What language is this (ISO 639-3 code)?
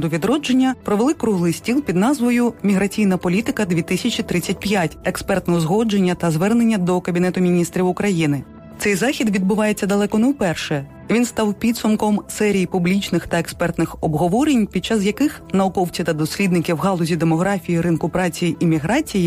ukr